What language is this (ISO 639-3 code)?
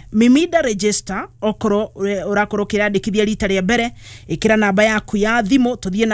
kik